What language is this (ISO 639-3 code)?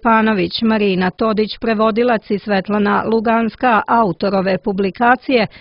srp